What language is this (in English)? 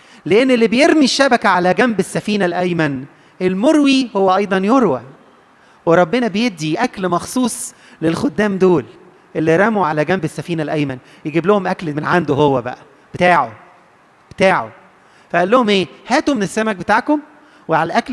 Egyptian Arabic